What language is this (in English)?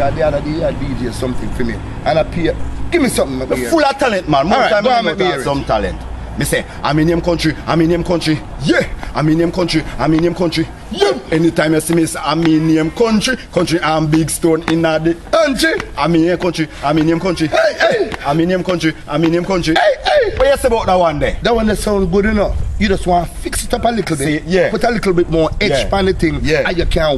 Jamaican Creole English